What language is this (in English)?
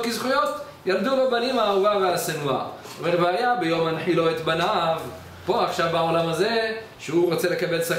Hebrew